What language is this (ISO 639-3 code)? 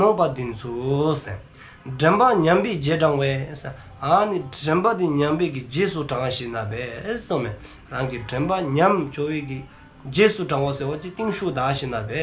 dzo